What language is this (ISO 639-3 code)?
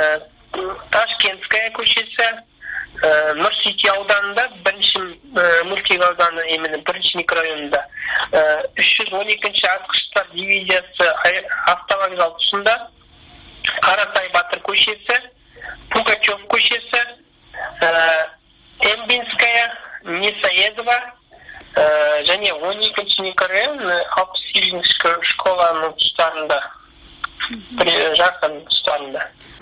kaz